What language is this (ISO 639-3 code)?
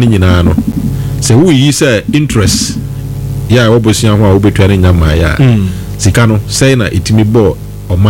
aka